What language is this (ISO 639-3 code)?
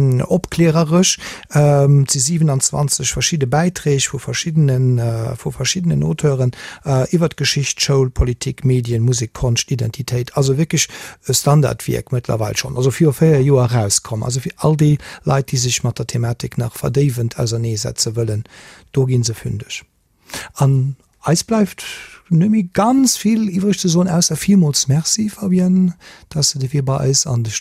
ltz